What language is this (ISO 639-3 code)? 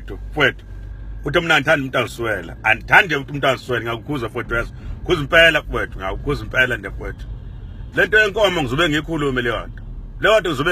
zul